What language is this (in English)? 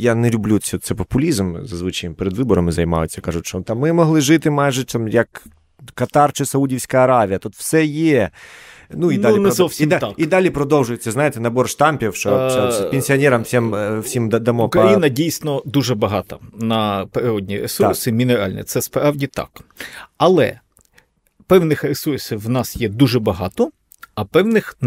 Ukrainian